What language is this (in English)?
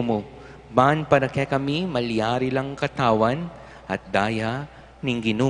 Pampanga